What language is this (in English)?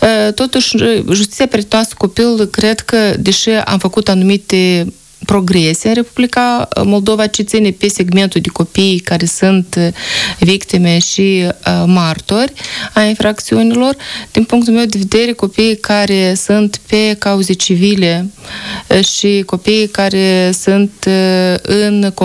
Romanian